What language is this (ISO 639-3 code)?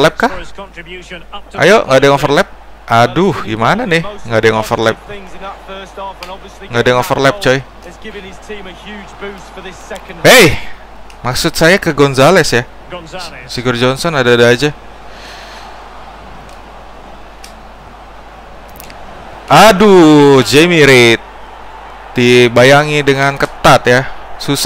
ind